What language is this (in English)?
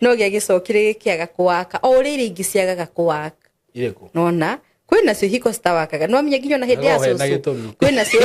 Kikuyu